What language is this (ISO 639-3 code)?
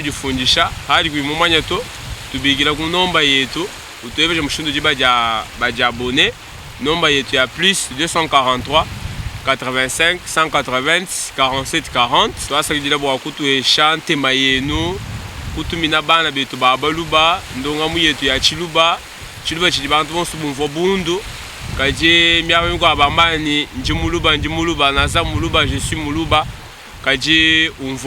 lua